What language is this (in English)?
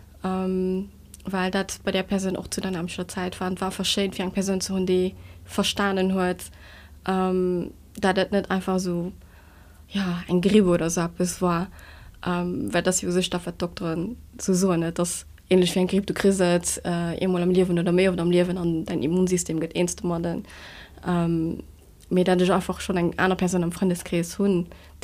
Luxembourgish